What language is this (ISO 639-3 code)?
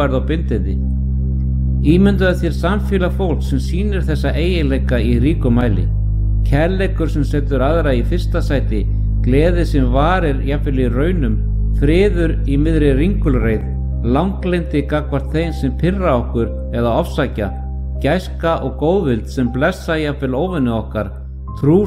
isl